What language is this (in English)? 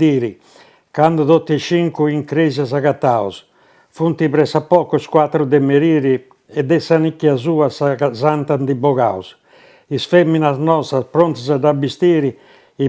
Sardinian